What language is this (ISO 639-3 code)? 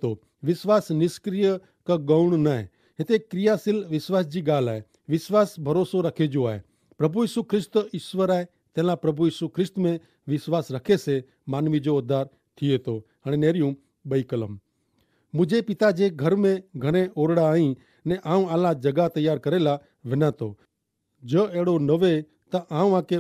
kfr